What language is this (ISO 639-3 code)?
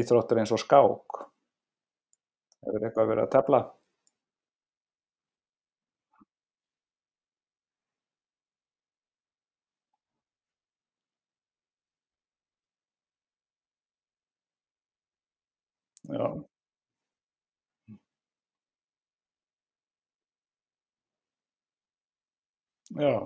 isl